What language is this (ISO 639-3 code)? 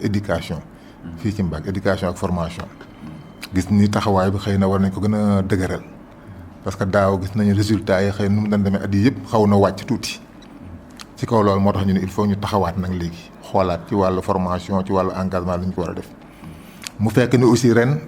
wol